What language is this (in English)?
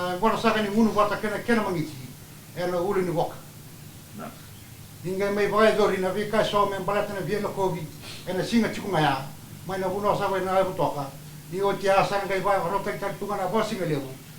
Fijian